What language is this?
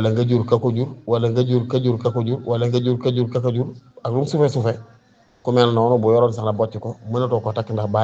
Wolof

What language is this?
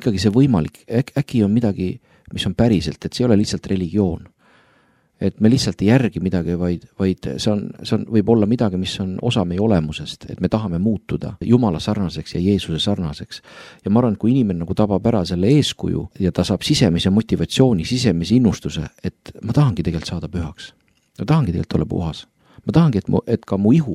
Estonian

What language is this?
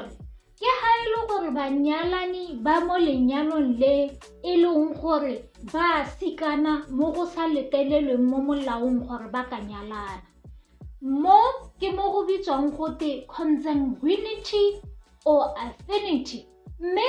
Tswana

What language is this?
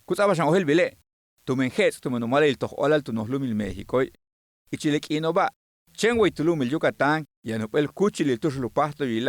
Yucateco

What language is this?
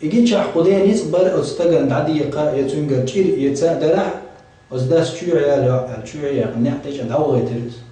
Chechen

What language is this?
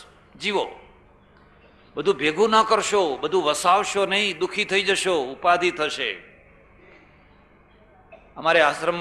Gujarati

